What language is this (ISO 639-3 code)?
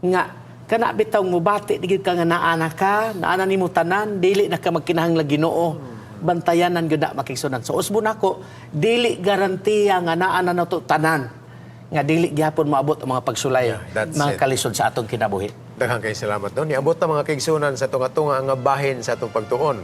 ceb